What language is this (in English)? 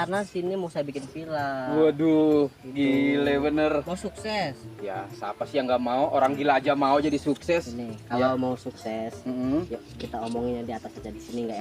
Betawi